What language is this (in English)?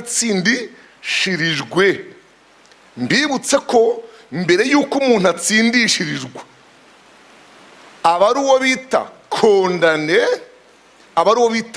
Kinyarwanda